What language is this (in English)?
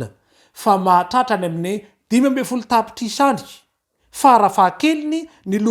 Malagasy